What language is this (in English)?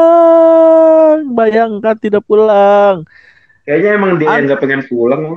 Indonesian